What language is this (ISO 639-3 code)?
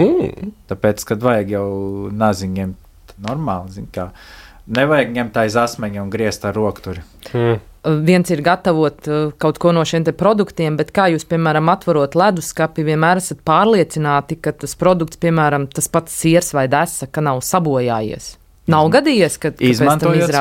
lav